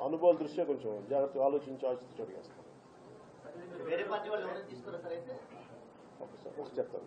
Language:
Telugu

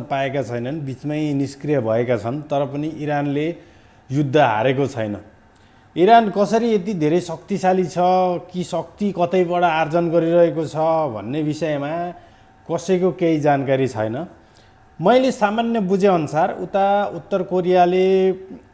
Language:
Nepali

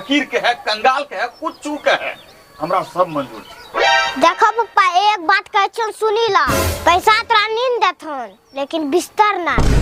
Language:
Maithili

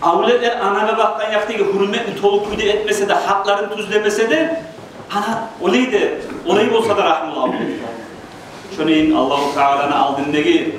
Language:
Kumyk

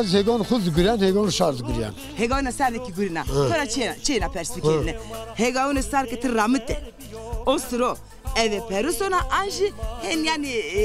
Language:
Zaza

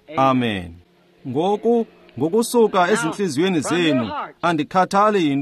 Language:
Xhosa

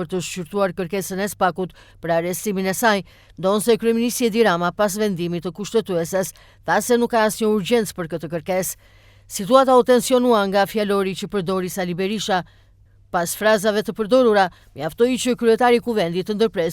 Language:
Albanian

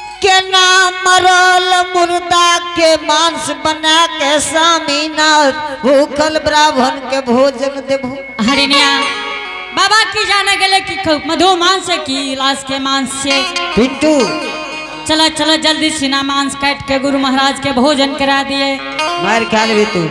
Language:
Angika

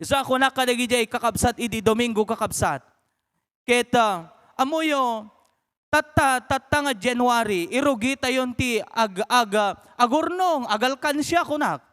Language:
Iloko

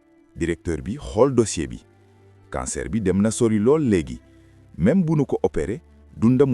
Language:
Wolof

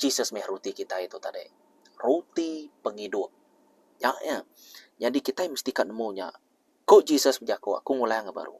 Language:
Iban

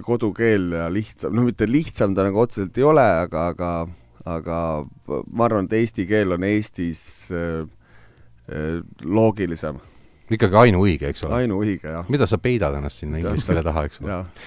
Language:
Estonian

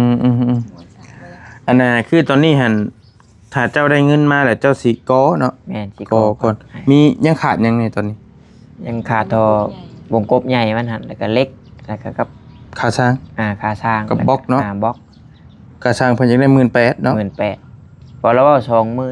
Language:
Northeastern Thai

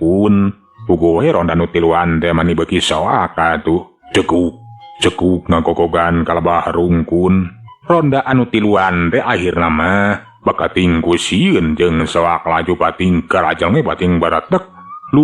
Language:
Sundanese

